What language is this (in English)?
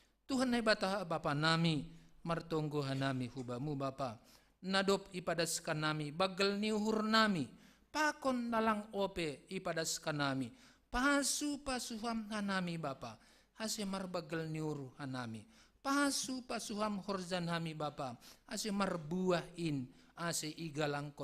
Batak Simalungun